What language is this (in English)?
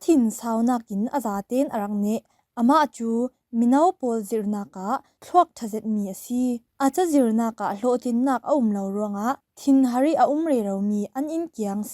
Falam Chin